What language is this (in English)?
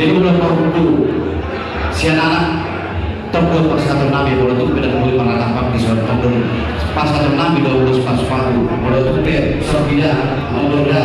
Batak Toba